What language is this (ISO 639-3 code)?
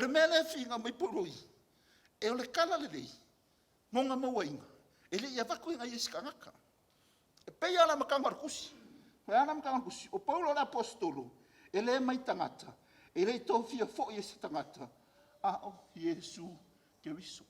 smo